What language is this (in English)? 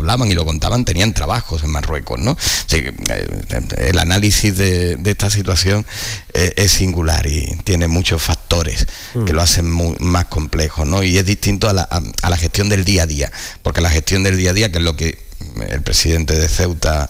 Spanish